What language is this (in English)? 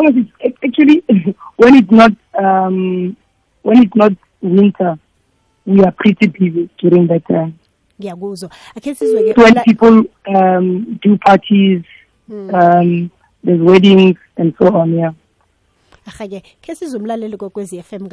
South Ndebele